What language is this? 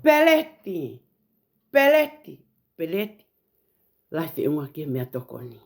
Tongan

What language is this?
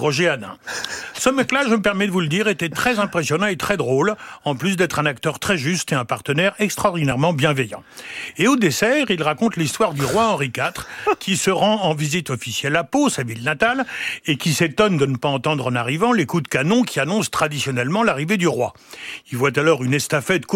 French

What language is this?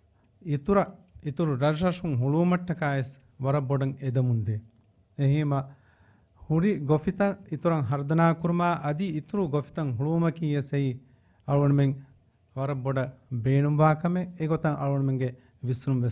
Divehi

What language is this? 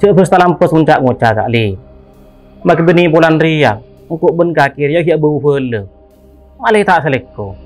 Madurese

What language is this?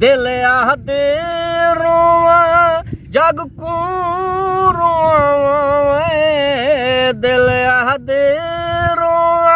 Saraiki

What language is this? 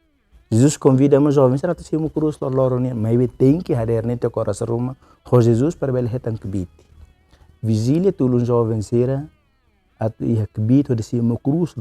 Tetum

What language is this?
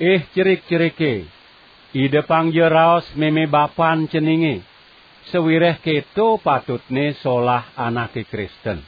Balinese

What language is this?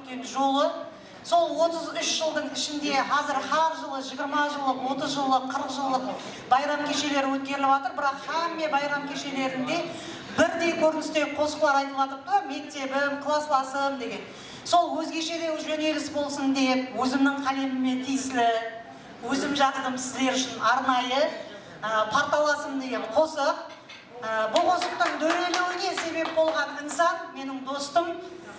Kara-Kalpak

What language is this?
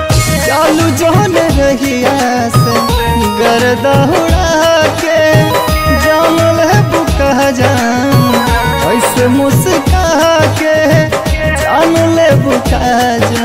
Bhojpuri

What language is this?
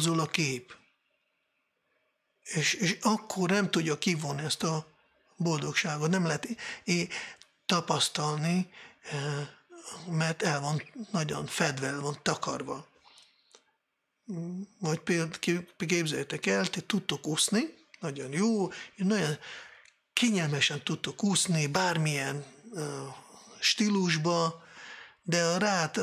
Hungarian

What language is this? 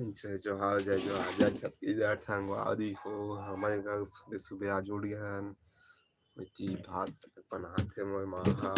Chhattisgarhi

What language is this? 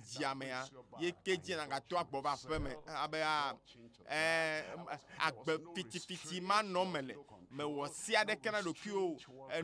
Ewe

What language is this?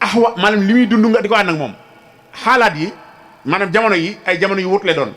Wolof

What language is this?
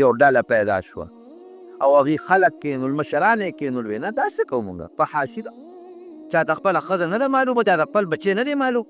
Pashto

